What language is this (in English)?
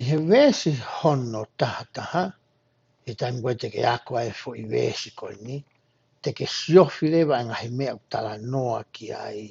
Tongan